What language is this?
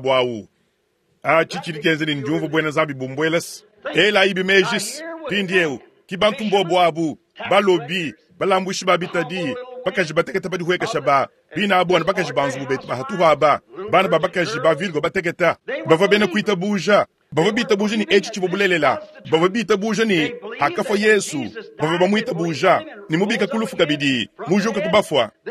Luba-Lulua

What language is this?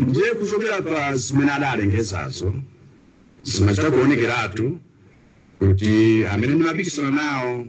Nyanja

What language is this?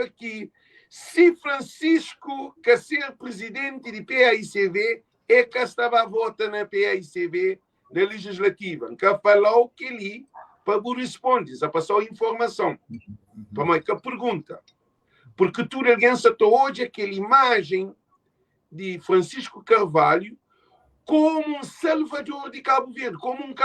Kabuverdianu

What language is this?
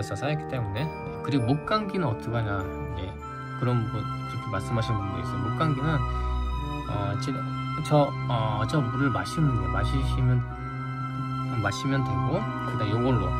Korean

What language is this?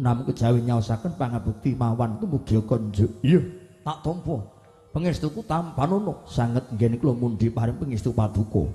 Javanese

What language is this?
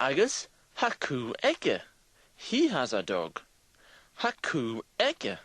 Scottish Gaelic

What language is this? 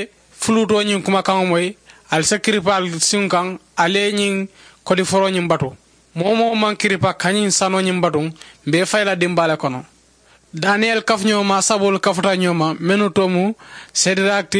Mandingo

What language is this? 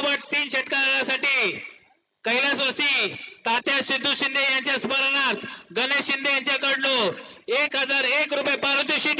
Marathi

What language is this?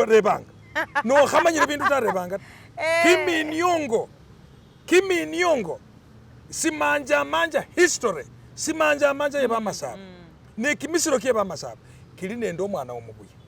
Masaaba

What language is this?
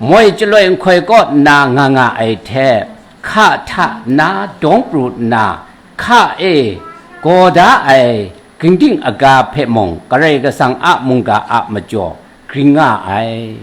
Kachin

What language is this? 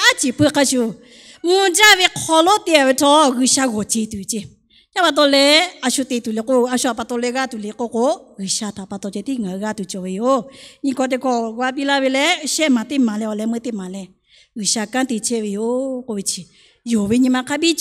Lahu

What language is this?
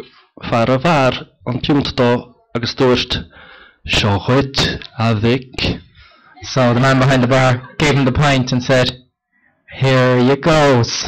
Irish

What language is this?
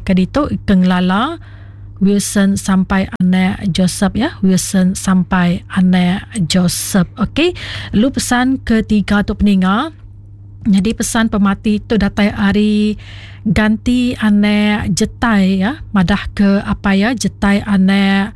Iban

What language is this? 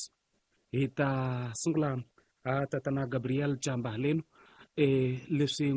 Tsonga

